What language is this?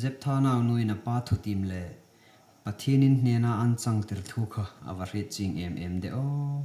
Hmar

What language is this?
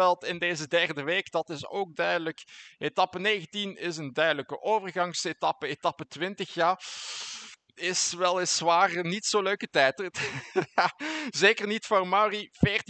Dutch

